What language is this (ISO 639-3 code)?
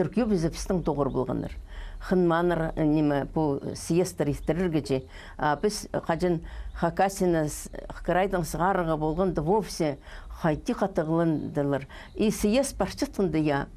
kjh